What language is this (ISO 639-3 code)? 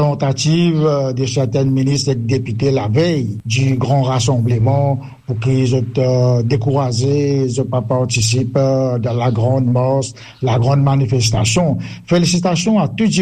mfe